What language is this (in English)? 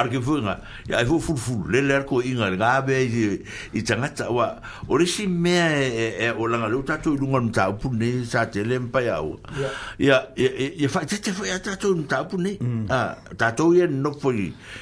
Samoan